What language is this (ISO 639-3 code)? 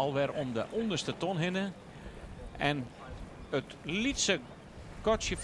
fry